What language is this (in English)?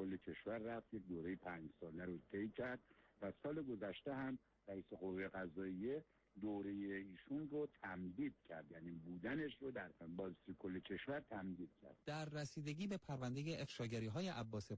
Persian